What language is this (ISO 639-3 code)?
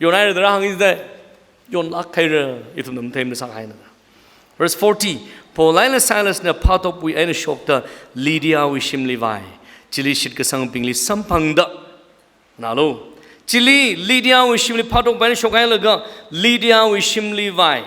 nmf